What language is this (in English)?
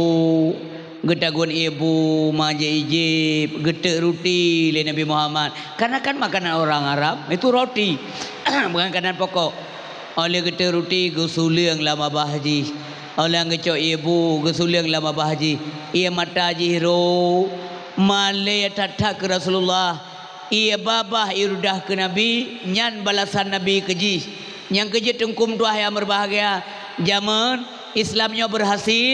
Achinese